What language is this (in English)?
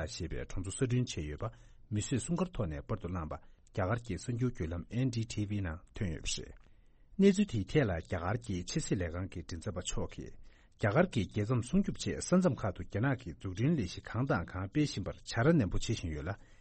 Tibetan